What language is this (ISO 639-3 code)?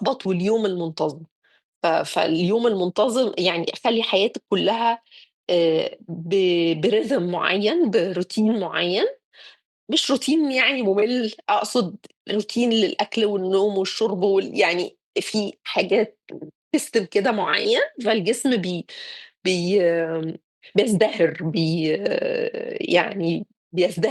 arz